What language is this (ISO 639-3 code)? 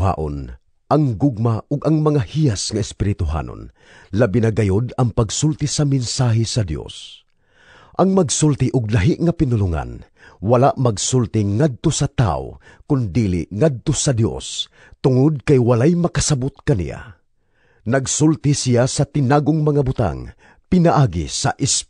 ceb